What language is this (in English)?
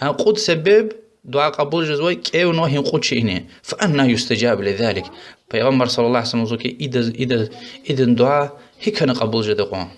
Lezghian